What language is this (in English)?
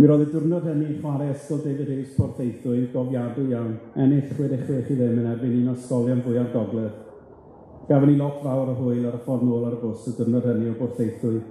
Welsh